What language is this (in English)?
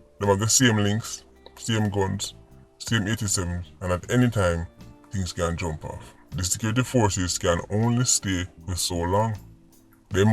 Jamaican Creole English